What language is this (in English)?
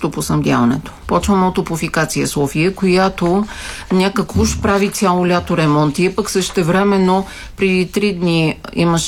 Bulgarian